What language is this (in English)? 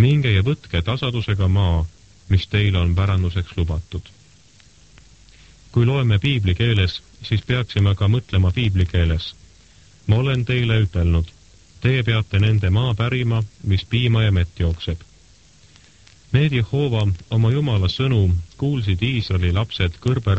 Estonian